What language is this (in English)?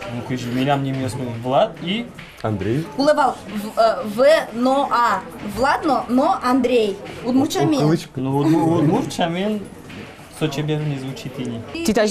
Udmurt